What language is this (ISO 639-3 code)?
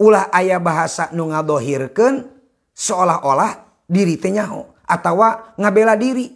sun